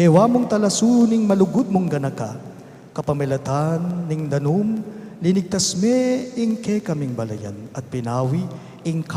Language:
Pampanga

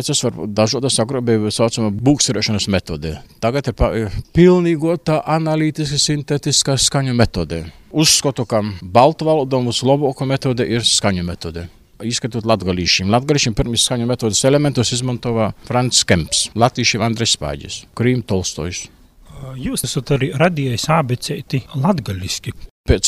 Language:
Latvian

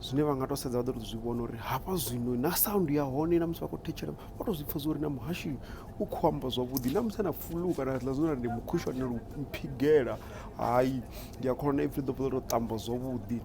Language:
Venda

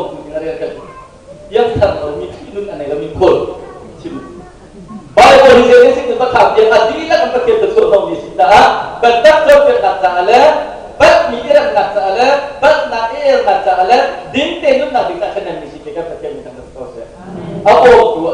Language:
Hakha Chin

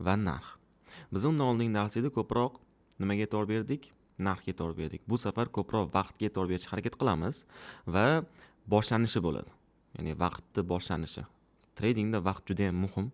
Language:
Uzbek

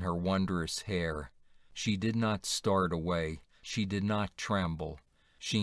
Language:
English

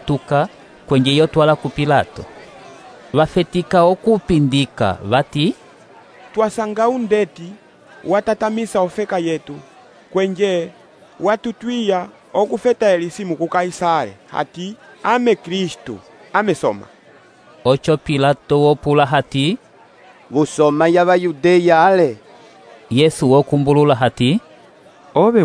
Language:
Umbundu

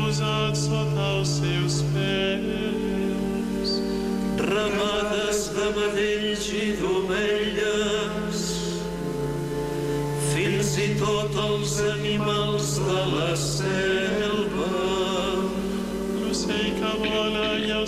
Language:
Catalan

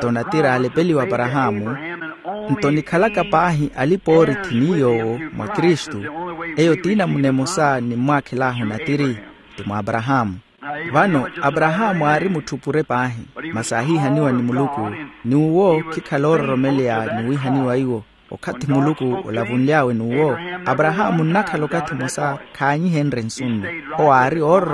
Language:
Makhuwa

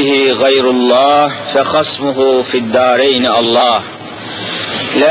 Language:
Turkish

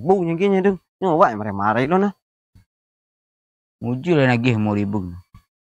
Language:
Minangkabau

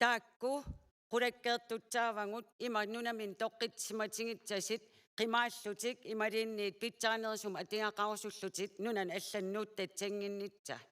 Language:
Kalaallisut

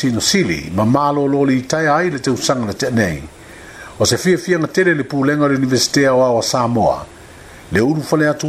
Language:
Samoan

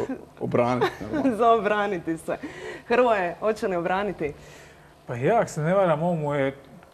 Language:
Croatian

